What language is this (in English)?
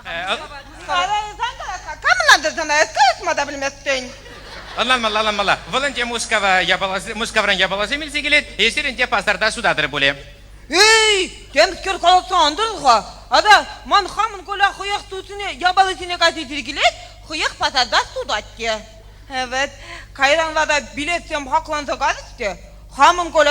Chuvash